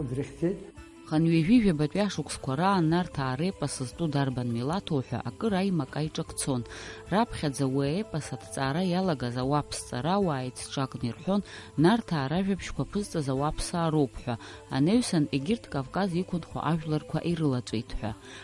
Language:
Abkhazian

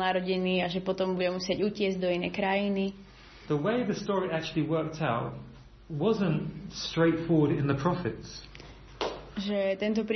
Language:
Slovak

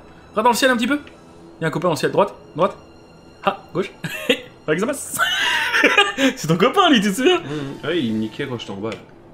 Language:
French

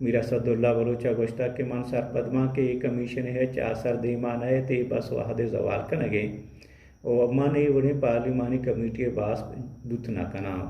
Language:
Baluchi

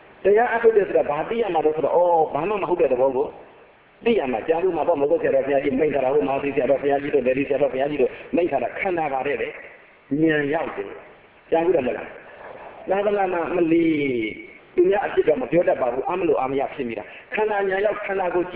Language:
Burmese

